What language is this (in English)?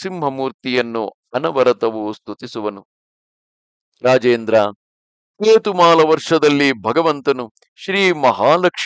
Kannada